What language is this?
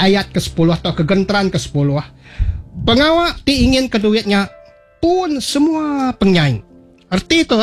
Iban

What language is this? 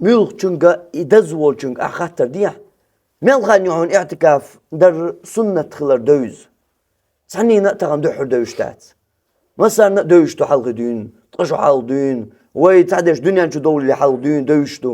Chechen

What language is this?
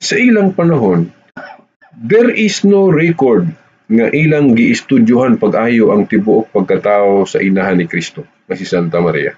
Cebuano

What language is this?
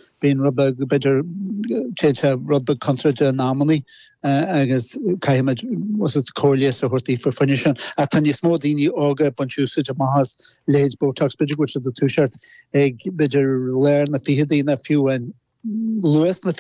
Irish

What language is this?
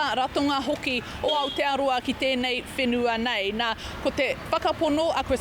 Māori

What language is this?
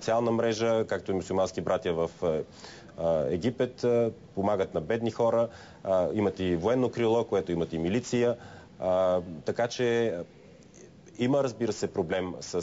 Bulgarian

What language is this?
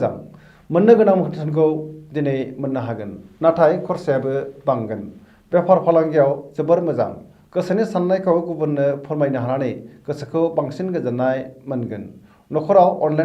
Bodo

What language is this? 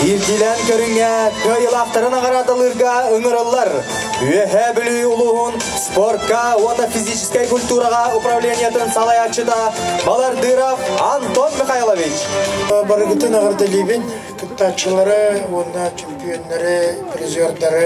Yakut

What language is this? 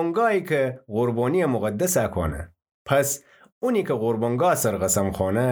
Gilaki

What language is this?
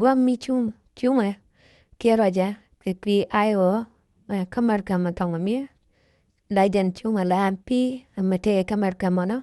Nuer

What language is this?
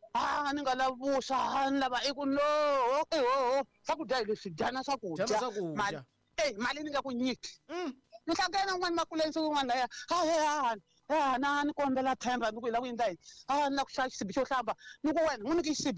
Tsonga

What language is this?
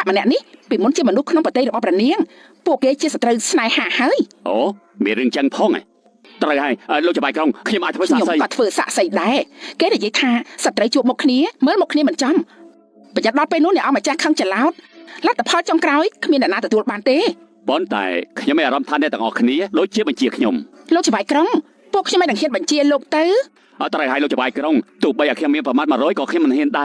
Khmer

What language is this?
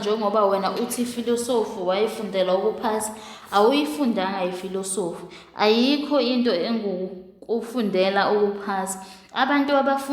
Zulu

